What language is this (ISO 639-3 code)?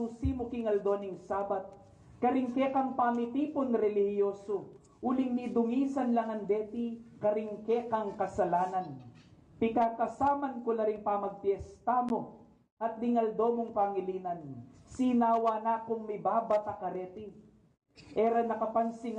pam